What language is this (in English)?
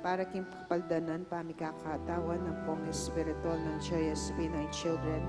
Pampanga